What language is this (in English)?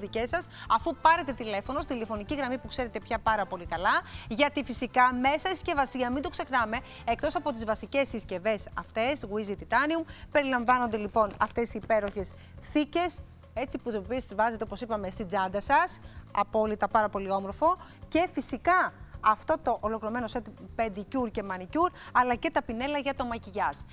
Greek